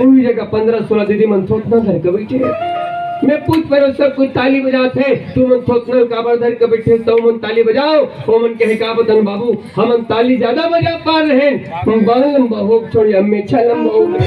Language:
Chhattisgarhi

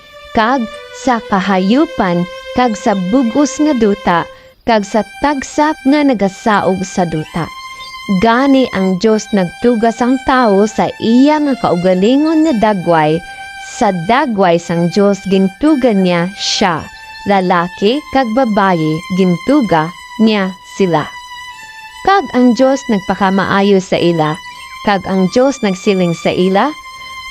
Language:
Hiligaynon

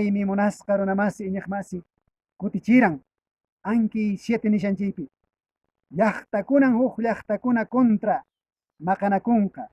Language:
Quechua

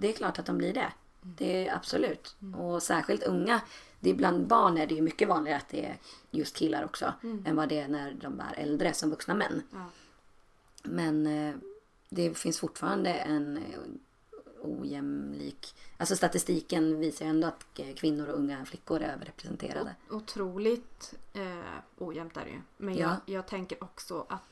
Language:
Swedish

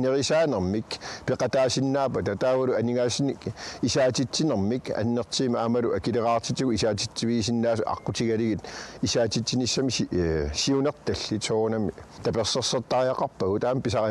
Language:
Kalaallisut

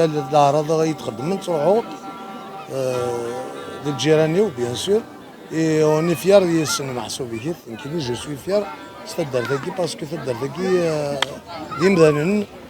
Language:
Kabyle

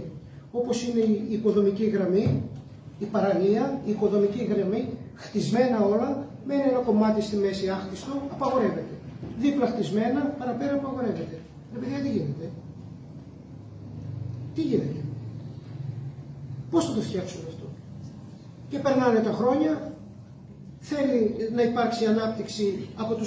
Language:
Greek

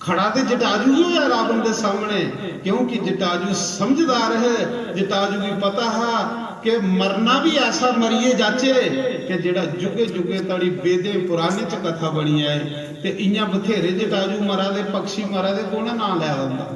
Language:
Dogri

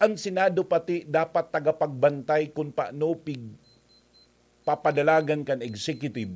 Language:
Bikol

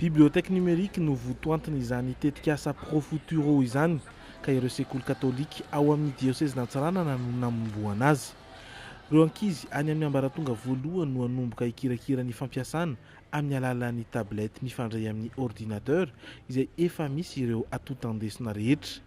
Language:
Malagasy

